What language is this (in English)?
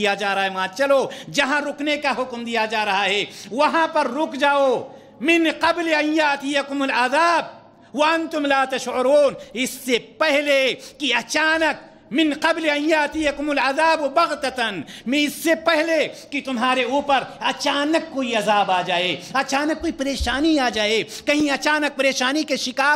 Urdu